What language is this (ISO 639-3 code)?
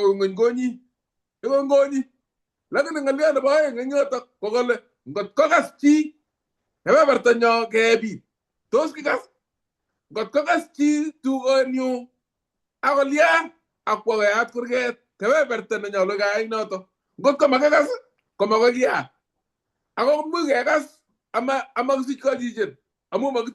kln